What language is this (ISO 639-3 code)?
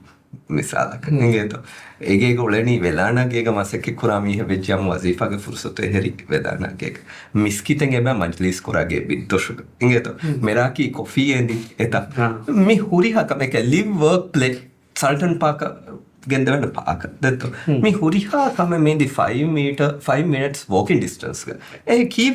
div